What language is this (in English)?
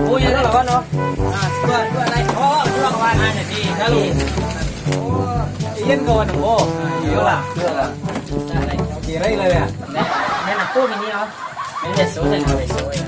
Minangkabau